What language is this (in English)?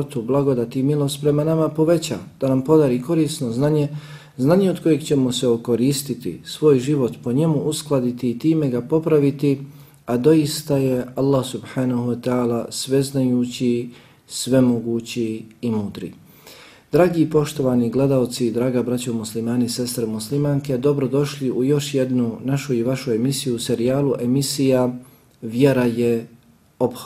Bosnian